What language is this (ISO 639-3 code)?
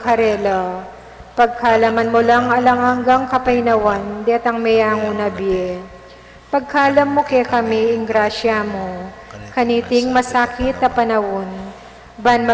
pam